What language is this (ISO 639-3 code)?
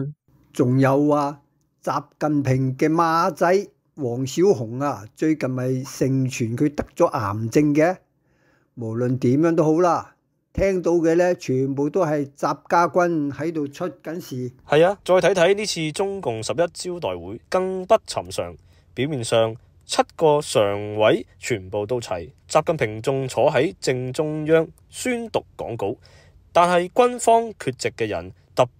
yue